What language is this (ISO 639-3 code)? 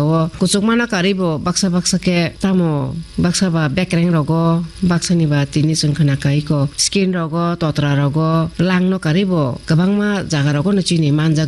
trp